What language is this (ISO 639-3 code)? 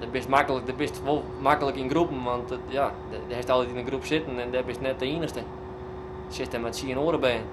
fry